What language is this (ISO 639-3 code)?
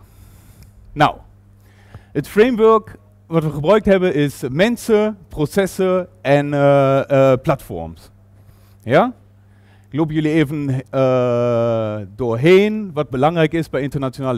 nld